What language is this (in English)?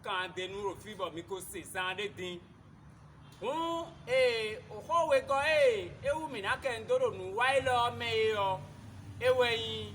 Fon